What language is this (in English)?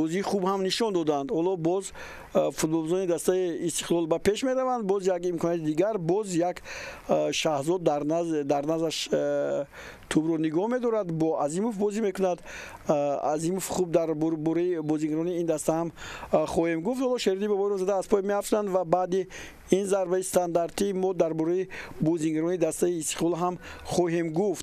Tajik